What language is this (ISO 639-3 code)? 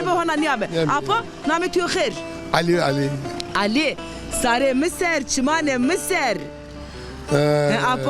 zza